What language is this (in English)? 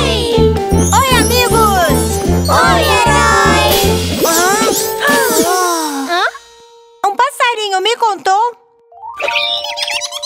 Portuguese